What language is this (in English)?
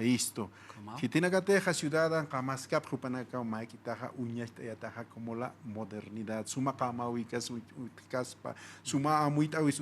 Aymara